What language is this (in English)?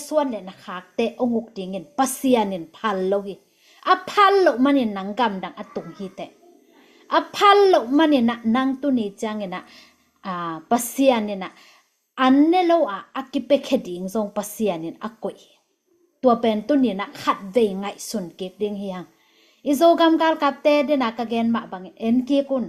Tedim Chin